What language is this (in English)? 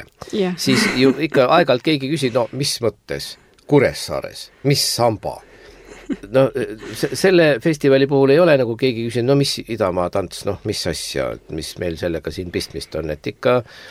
Estonian